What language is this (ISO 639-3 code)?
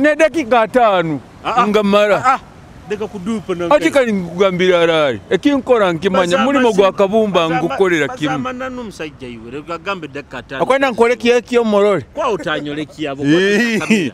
nyo